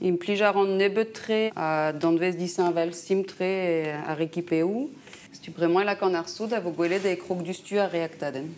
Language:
Breton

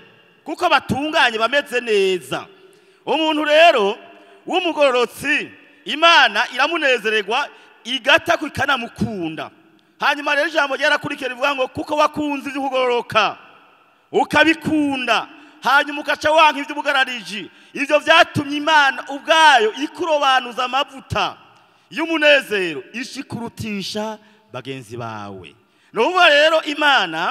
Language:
Rundi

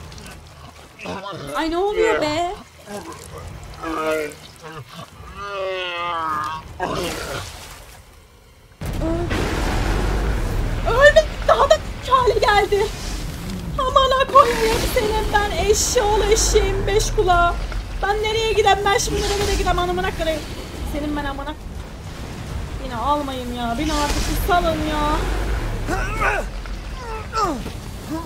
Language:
Turkish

